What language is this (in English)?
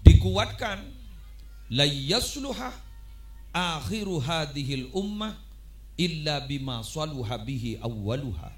Madurese